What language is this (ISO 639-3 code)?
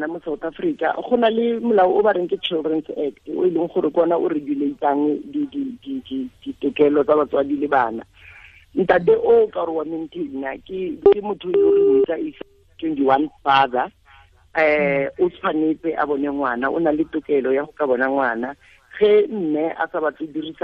tsn